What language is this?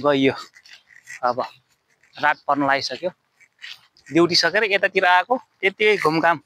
Nepali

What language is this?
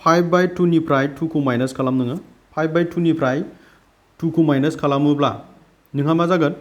Bodo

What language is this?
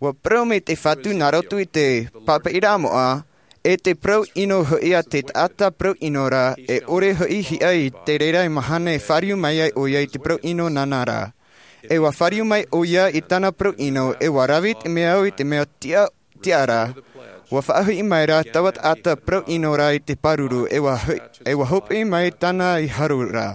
Tahitian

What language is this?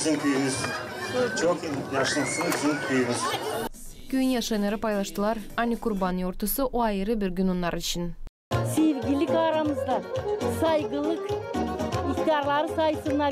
Gagauz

